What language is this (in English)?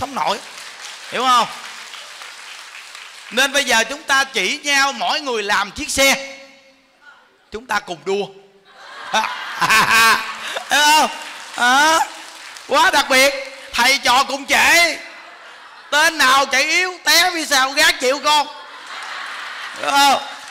Vietnamese